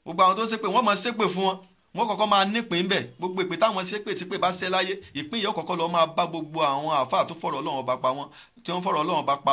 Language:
Yoruba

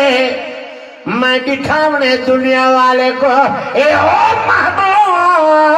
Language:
Saraiki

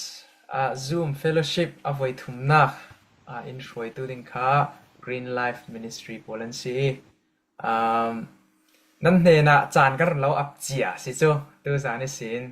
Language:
Falam Chin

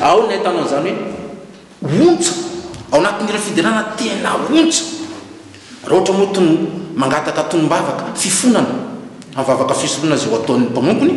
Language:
Malagasy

